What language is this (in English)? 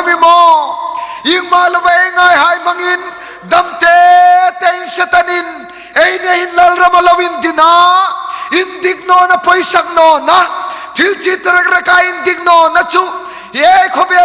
Hmar